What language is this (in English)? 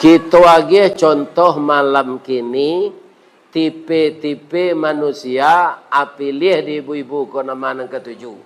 Minangkabau